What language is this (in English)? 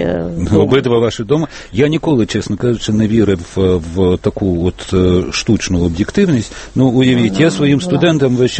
Ukrainian